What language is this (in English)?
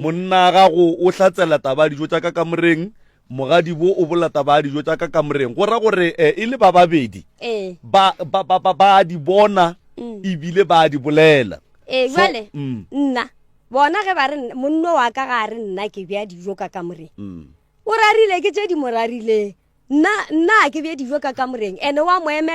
Northern Sotho